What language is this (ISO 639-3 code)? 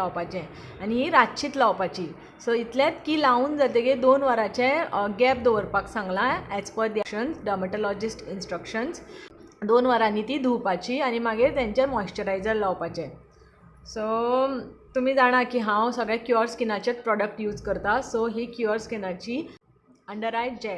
kok